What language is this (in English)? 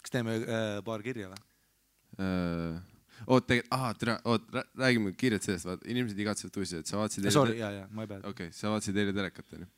Estonian